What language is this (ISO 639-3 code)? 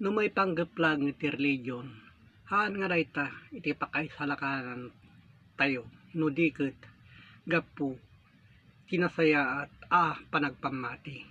ilo